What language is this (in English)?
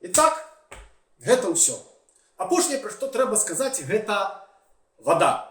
Belarusian